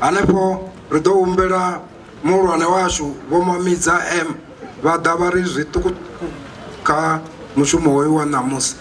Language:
Venda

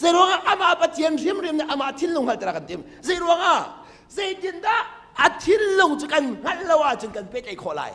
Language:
Hakha Chin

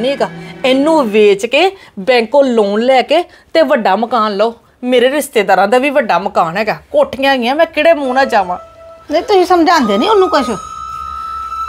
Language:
Punjabi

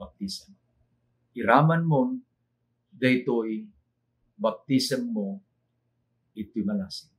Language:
Iloko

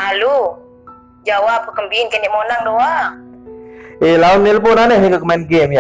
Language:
Sasak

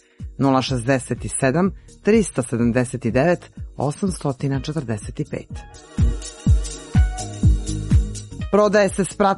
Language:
Serbian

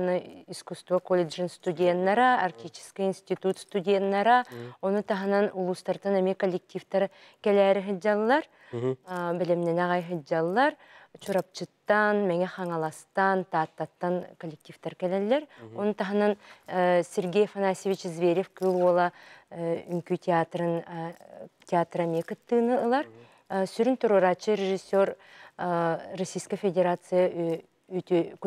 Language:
Yakut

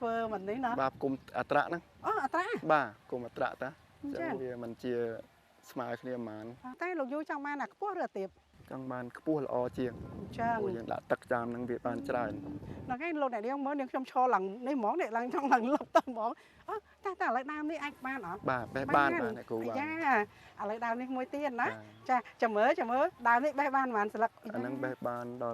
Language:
Khmer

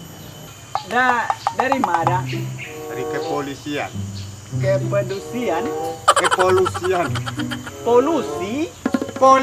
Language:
Minangkabau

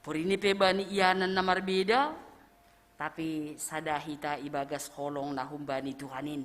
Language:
Batak Simalungun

